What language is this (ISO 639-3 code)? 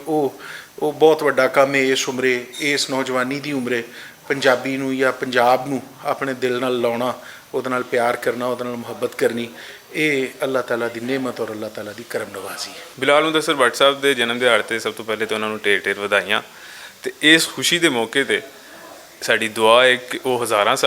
lah